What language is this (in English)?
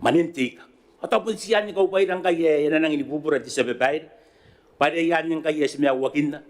Gilbertese